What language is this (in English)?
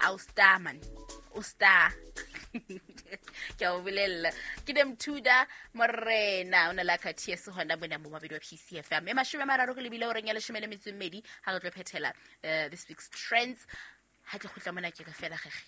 Southern Sotho